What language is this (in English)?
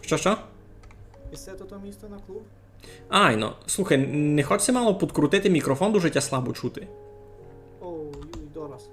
Rusyn